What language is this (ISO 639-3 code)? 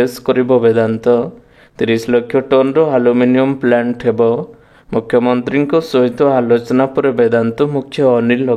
ori